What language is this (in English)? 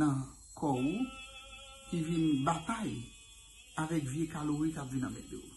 Haitian Creole